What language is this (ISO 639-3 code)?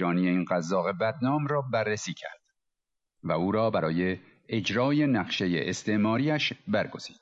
fas